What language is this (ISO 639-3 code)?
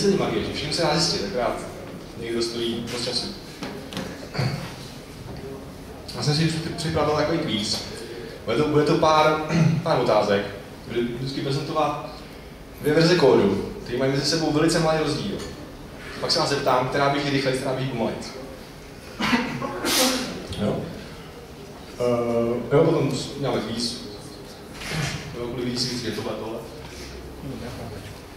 ces